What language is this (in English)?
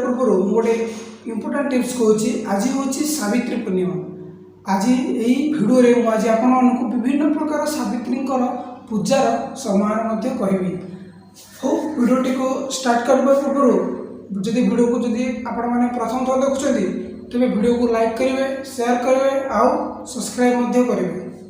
Odia